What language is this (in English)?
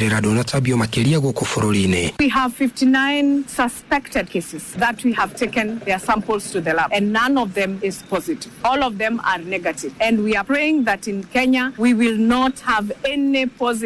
Kikuyu